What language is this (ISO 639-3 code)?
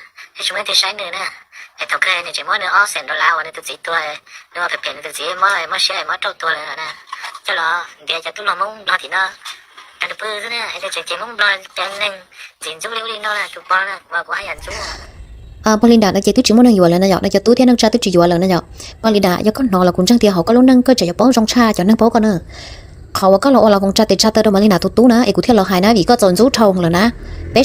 hmn